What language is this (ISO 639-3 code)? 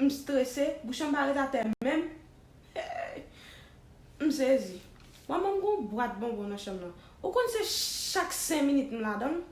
hat